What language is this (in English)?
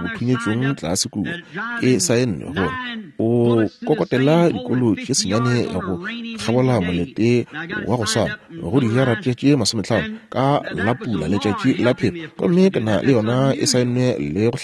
Northern Sotho